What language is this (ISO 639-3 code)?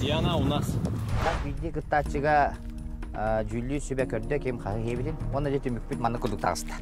sah